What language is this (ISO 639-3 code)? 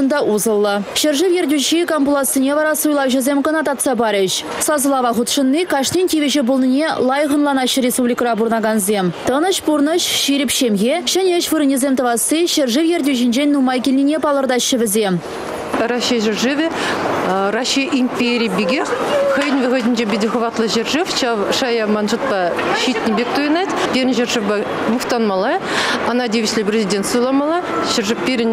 chv